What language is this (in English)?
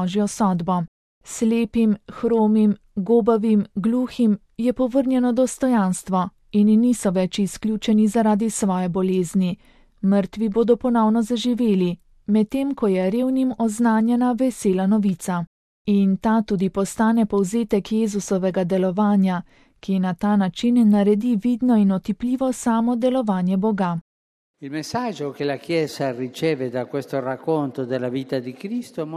Slovenian